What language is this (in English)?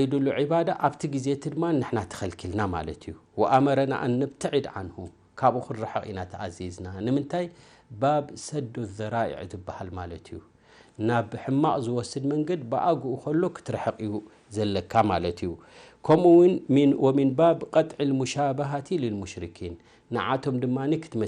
Tigrinya